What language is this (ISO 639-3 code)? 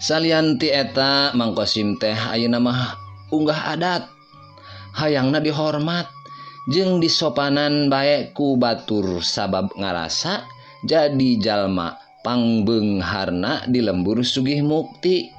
sun